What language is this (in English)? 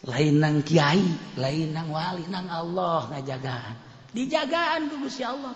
Sundanese